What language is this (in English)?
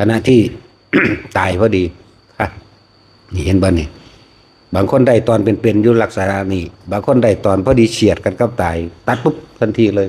Northeastern Thai